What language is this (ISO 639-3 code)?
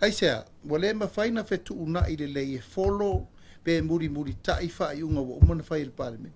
smo